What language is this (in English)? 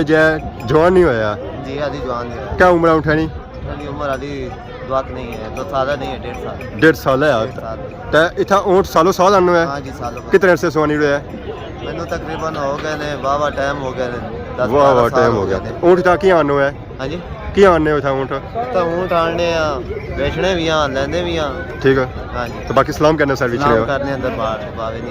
Pahari-Potwari